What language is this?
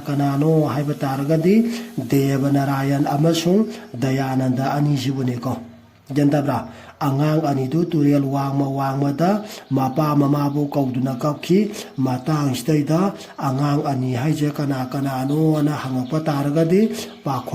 Manipuri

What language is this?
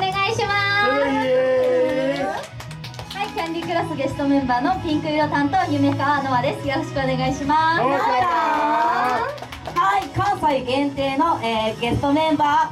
Japanese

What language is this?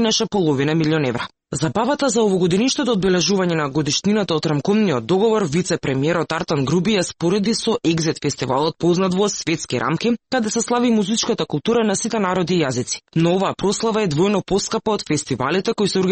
Macedonian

